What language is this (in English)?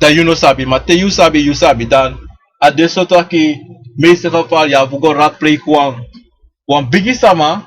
Sranan Tongo